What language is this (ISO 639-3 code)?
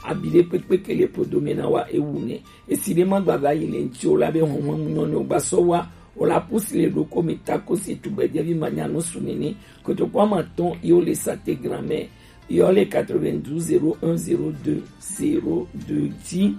gej